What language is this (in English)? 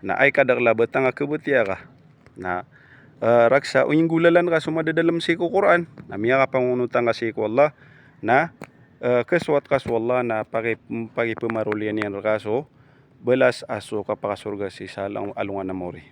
Maranao